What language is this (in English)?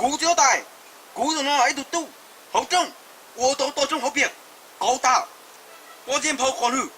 Hmong